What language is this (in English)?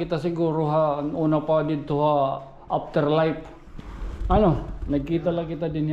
Waray